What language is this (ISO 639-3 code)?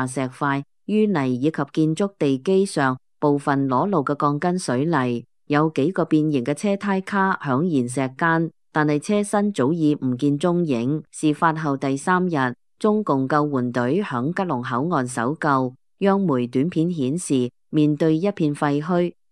yue